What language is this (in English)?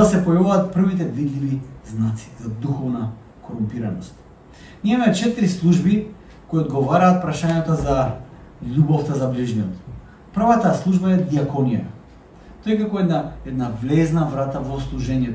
Macedonian